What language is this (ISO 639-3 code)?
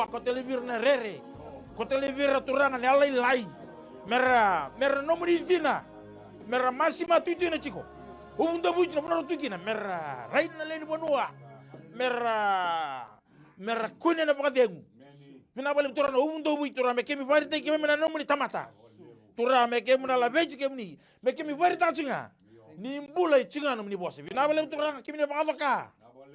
fij